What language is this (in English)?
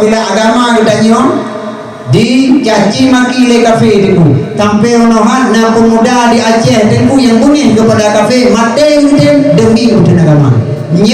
Achinese